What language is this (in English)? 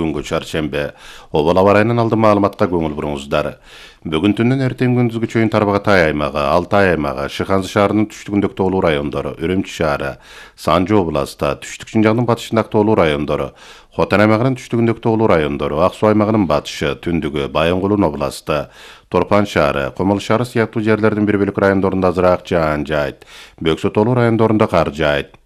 Kyrgyz